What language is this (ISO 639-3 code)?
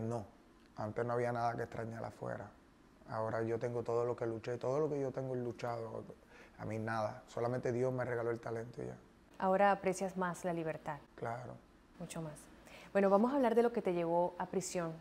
spa